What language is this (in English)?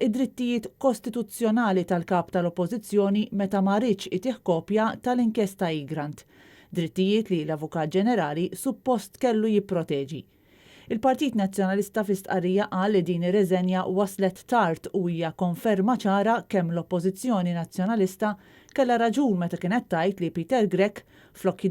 Maltese